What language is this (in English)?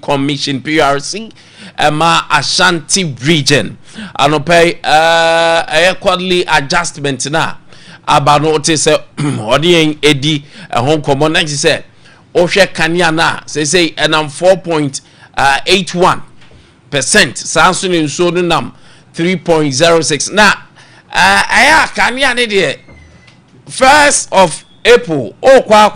Akan